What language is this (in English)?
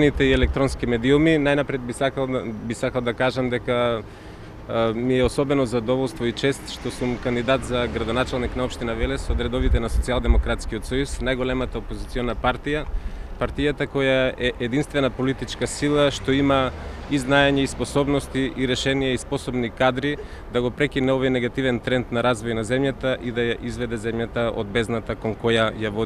Macedonian